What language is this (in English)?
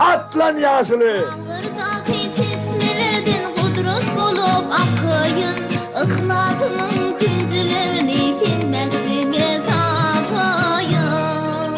Turkmen